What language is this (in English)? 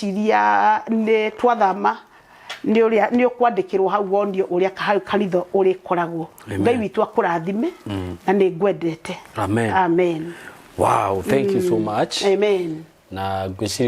Kikuyu